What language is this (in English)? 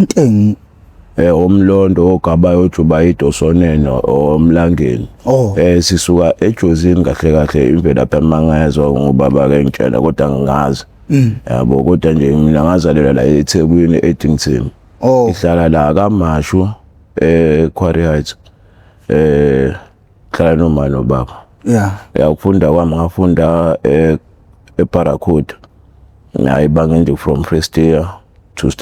Zulu